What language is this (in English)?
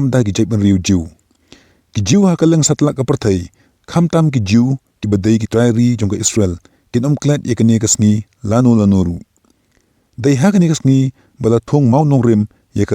Khasi